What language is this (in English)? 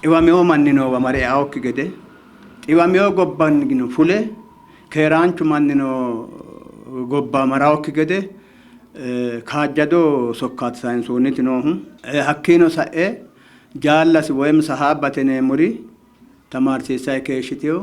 Sidamo